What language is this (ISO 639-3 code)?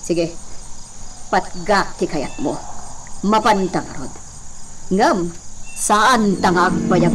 ilo